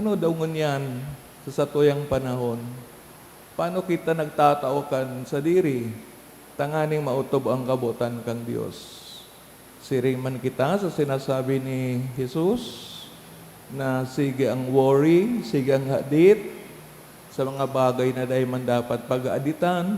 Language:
Bikol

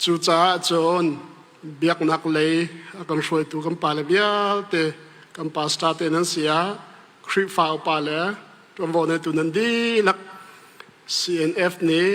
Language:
Hakha Chin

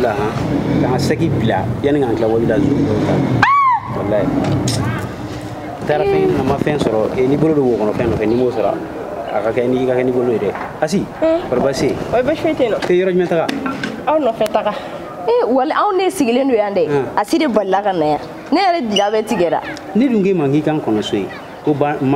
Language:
Bambara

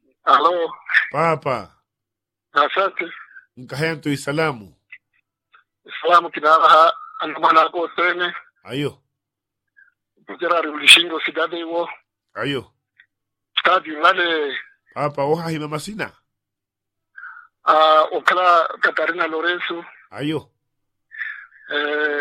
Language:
Swahili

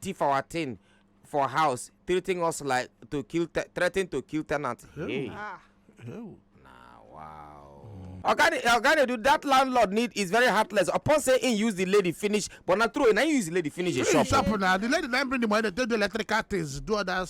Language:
Nigerian Pidgin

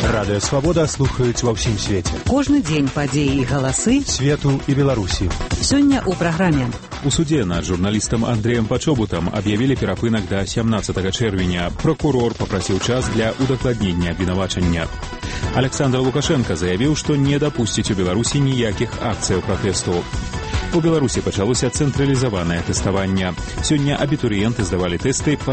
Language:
Belarusian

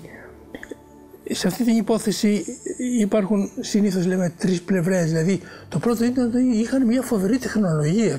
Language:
Greek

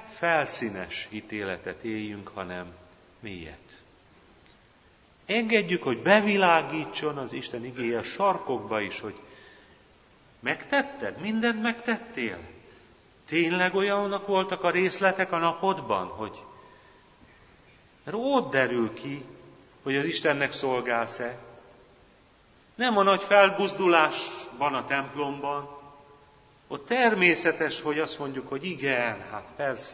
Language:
Hungarian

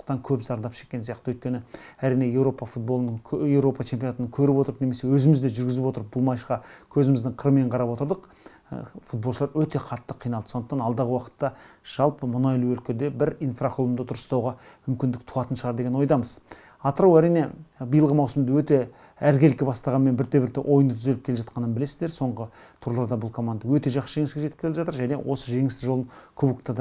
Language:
Kazakh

